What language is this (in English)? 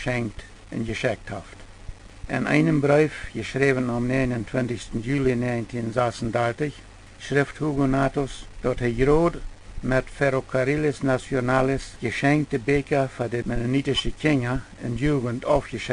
Plautdietsch